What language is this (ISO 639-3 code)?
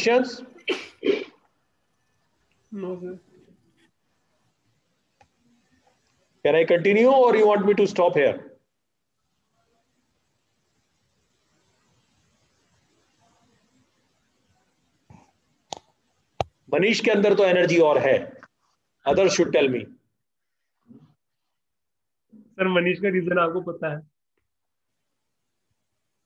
eng